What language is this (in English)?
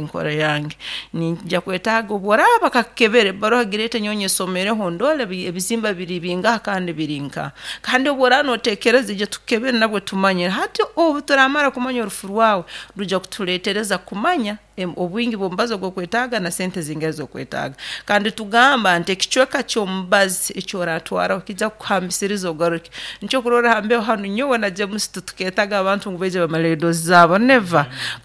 Nyoro